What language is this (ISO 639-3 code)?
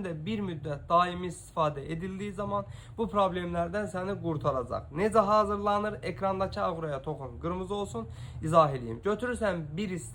aze